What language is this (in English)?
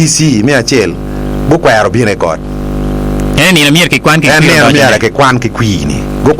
Acoli